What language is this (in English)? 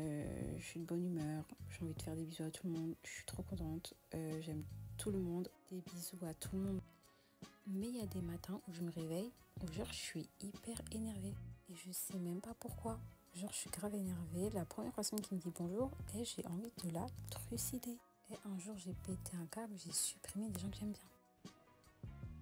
French